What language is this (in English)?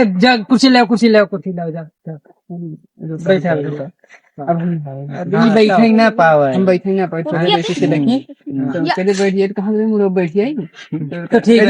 Awadhi